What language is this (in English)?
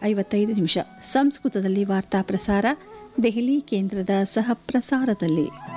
Kannada